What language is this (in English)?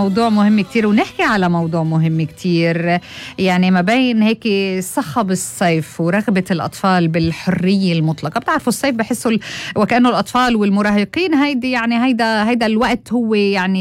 North Levantine Arabic